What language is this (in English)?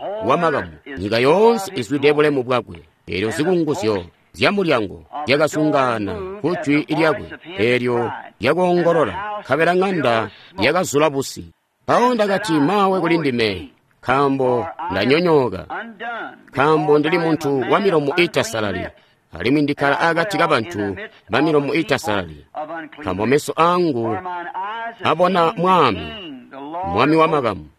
Tonga (Zambia)